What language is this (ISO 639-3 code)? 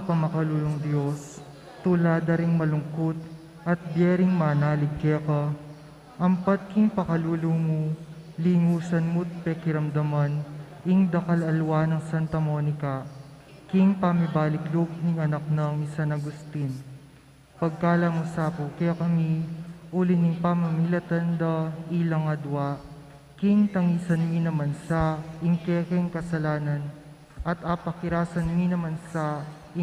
pam